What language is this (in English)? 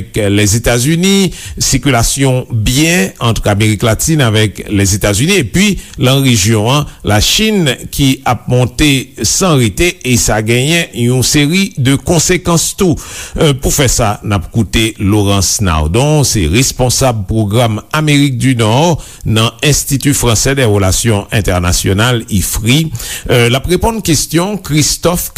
Haitian Creole